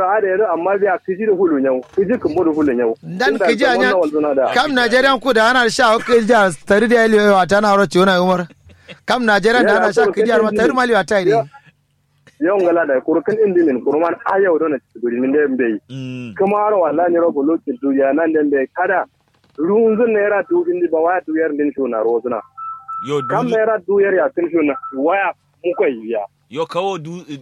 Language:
Kanuri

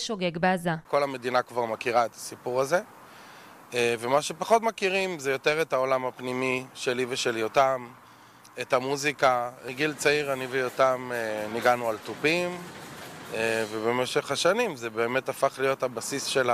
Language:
Hebrew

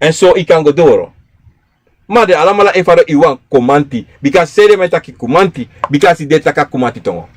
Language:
Sranan Tongo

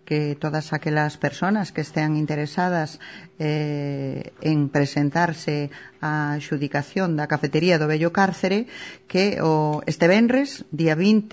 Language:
Galician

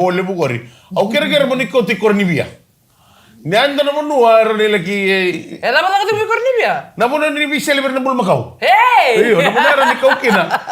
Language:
Fijian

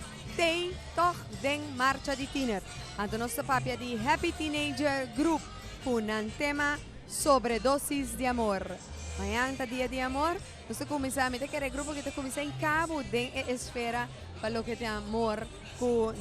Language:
Papiamento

